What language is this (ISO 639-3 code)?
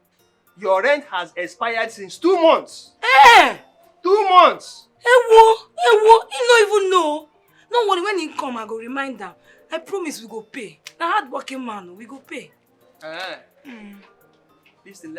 pcm